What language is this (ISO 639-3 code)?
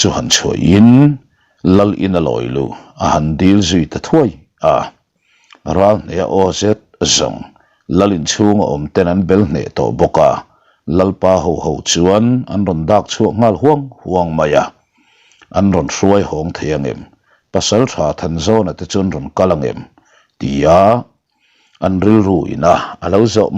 lus